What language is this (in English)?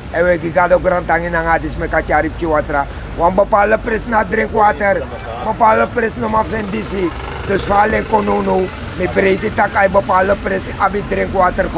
Sranan Tongo